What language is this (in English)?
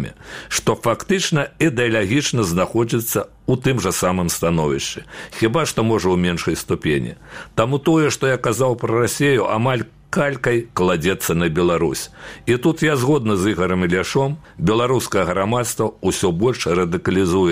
Belarusian